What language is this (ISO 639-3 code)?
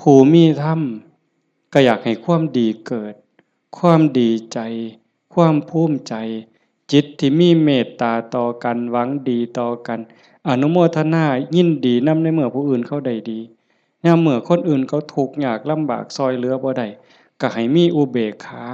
lao